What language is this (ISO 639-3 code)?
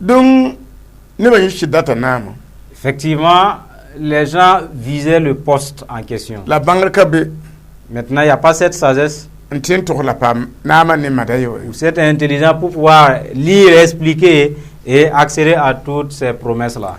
mos